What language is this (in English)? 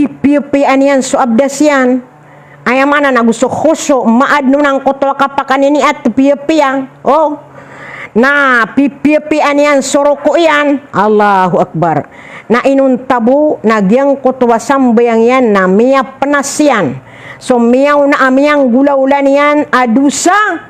Maranao